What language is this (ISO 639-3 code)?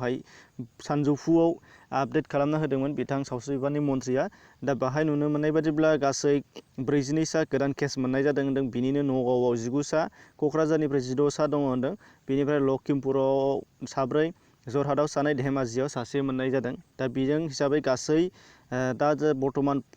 brx